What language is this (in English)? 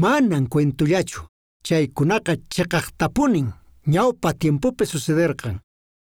Quechua